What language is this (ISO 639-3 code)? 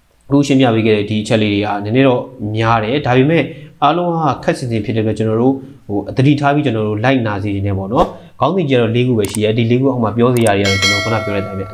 mya